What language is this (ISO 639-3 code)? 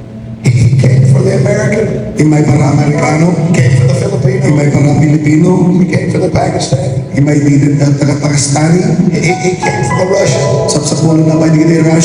ilo